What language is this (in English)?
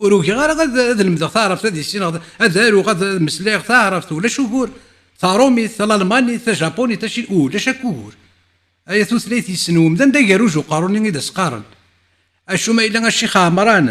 Kabyle